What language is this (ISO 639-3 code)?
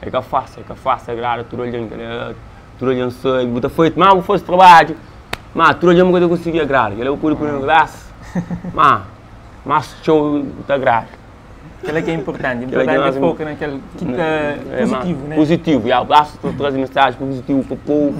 kea